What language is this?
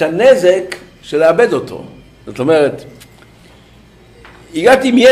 Hebrew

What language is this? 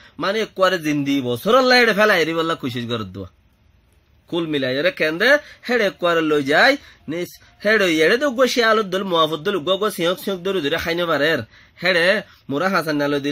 Rohingya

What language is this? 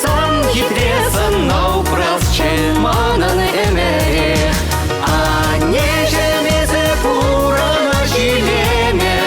Chuvash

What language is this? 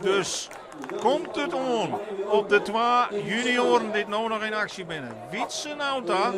Western Frisian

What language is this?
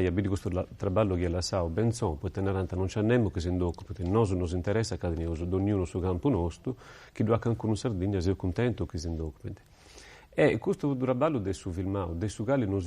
Sardinian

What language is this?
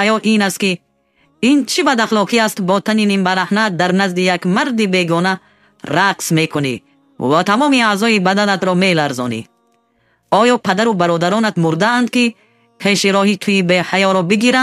Tajik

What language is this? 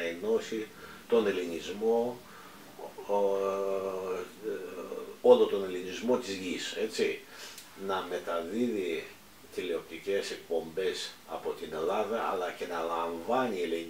Greek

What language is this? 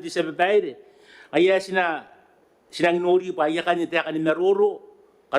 Gilbertese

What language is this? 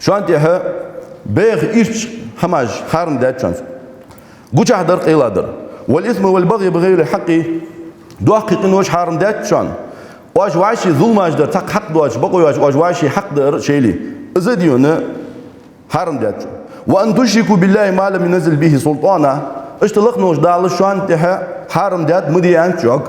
Ingush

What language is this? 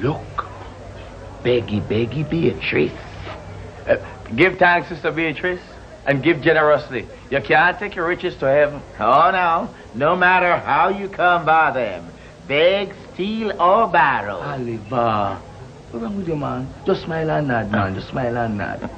Jamaican Creole English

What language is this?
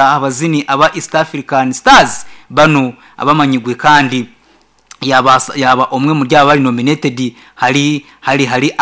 Nyankole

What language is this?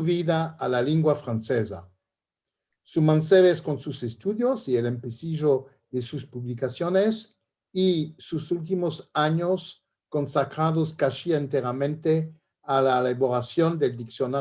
Ladino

